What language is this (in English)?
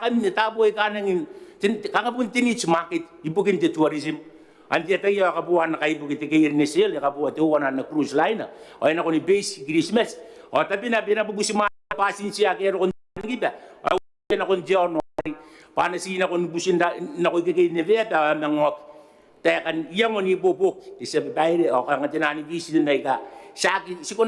Gilbertese